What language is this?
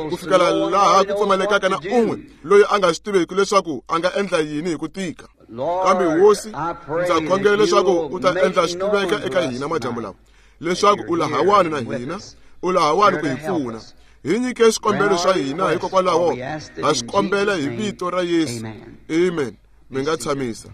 Tsonga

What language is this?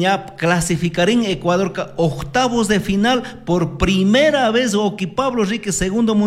Chimborazo Highland Quichua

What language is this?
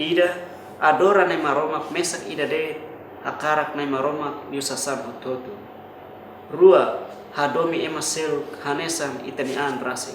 Tetum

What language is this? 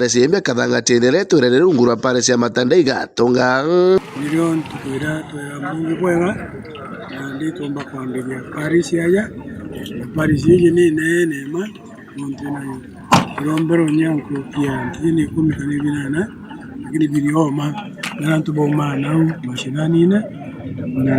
Meru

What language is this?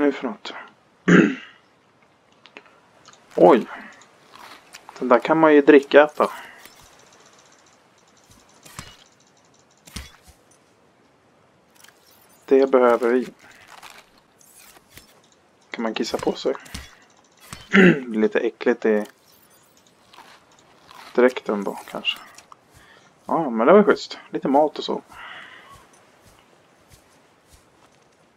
Swedish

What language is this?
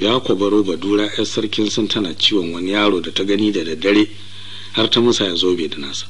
Hausa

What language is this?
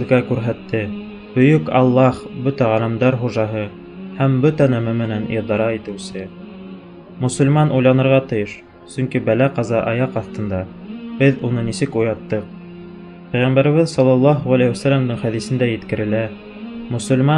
Bashkir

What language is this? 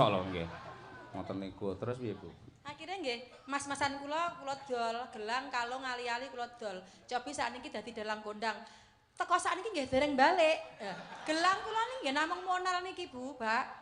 Javanese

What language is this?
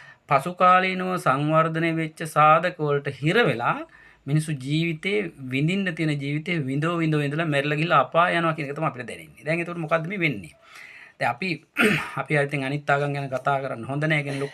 Sinhala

